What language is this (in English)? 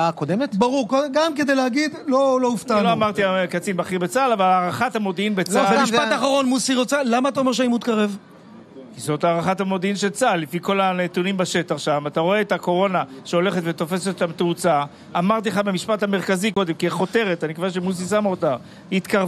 Hebrew